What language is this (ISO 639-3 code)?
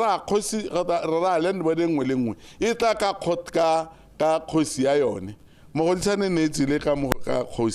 tsn